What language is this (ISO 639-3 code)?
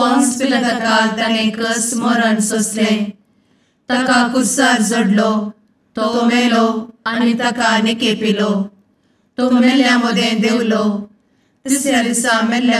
kok